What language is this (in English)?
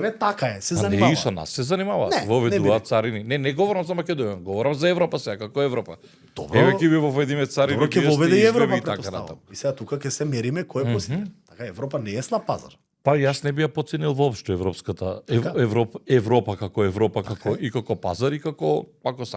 Macedonian